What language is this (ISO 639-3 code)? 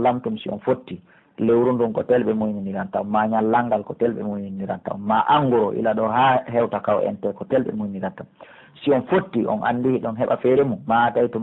fuf